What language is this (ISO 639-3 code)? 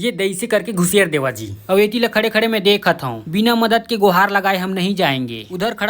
hne